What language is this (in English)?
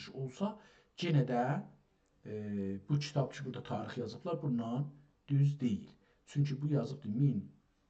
South Azerbaijani